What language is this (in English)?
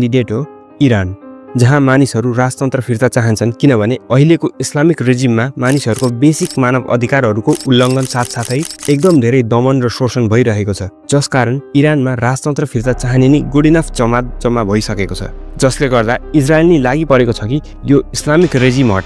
Nepali